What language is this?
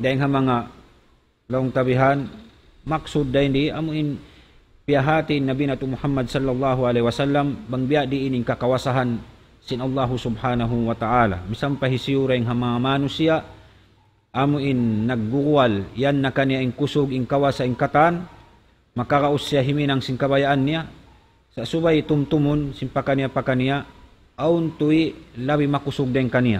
Tausug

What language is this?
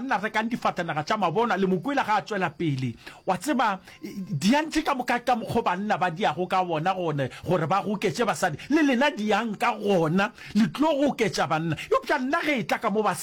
Northern Sotho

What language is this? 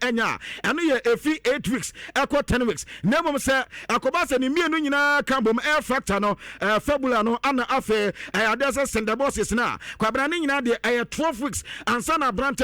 Akan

